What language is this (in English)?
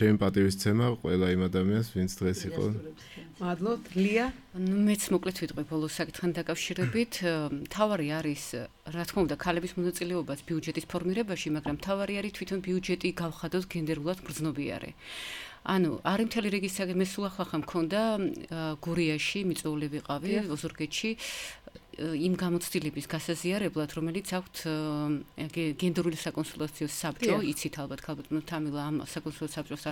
Georgian